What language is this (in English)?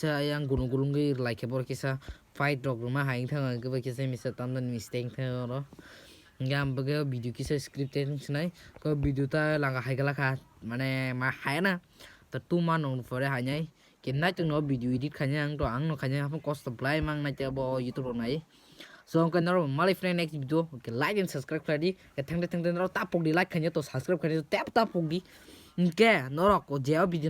Kok Borok